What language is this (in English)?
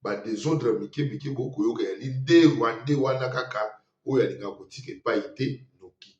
Lingala